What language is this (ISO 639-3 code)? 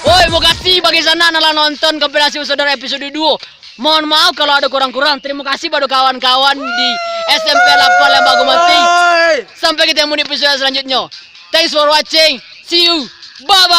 min